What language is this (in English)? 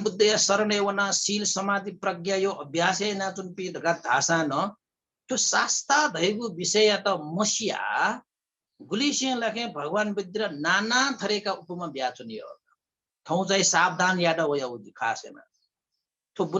Newari